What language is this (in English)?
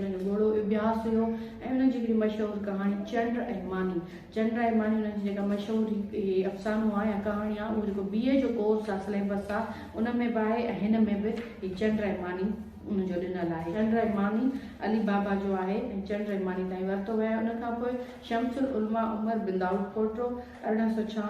Sindhi